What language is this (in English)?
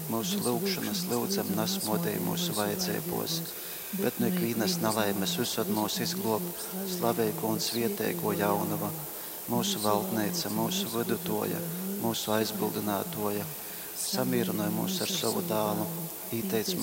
Latgalian